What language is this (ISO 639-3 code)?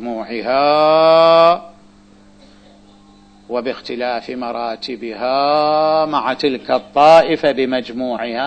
ara